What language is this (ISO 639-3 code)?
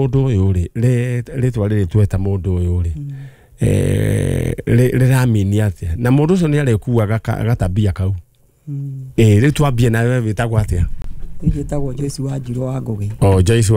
kik